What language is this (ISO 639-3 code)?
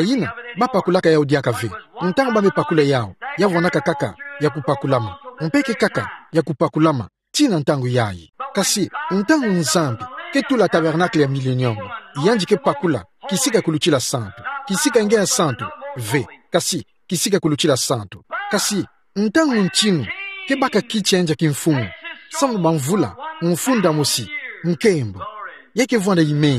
ktu